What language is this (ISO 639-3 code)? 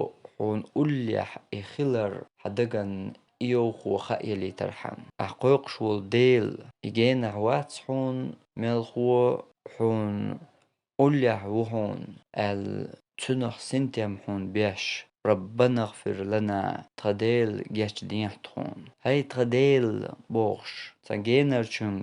che